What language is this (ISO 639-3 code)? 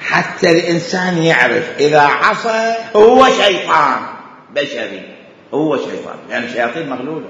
acm